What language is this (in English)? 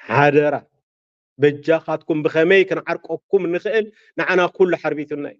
Tigrinya